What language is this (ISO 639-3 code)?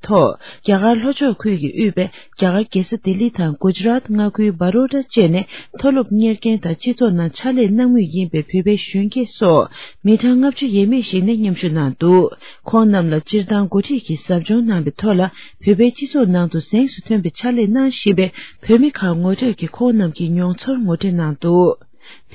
bod